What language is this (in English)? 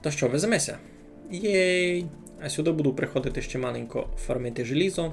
Rusyn